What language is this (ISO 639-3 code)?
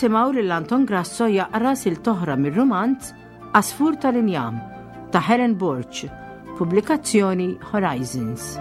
mlt